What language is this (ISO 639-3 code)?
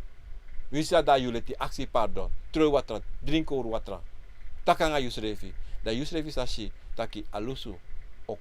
srn